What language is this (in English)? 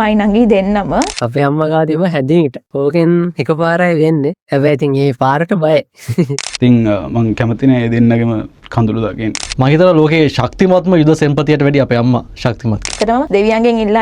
Sinhala